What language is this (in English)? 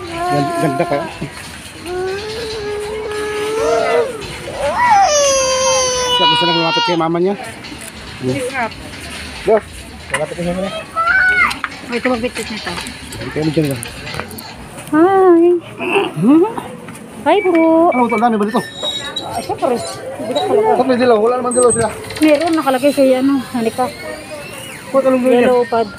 Filipino